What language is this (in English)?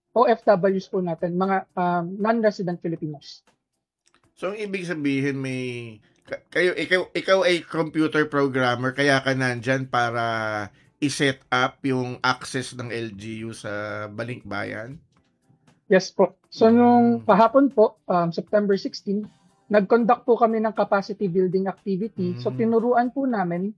Filipino